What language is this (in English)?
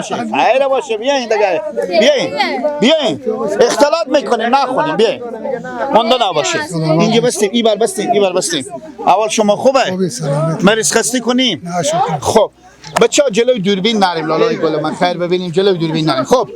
Persian